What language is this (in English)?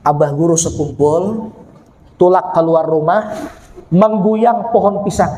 Banjar